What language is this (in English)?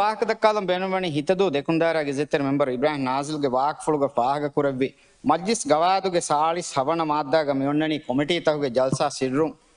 Divehi